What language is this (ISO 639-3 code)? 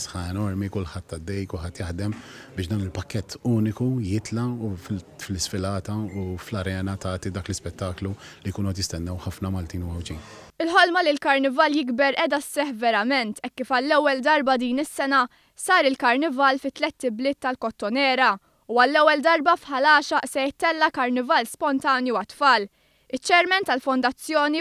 mlt